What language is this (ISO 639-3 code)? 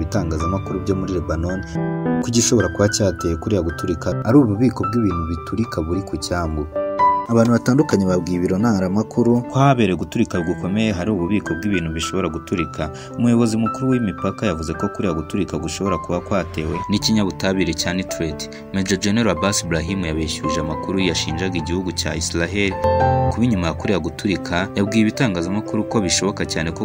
kin